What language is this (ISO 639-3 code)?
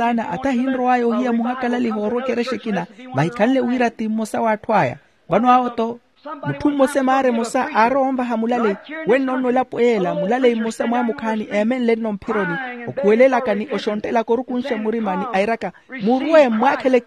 vmw